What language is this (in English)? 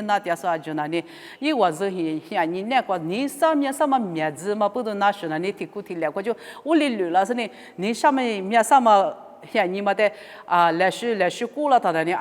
Lisu